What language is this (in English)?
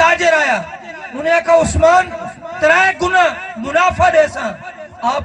Saraiki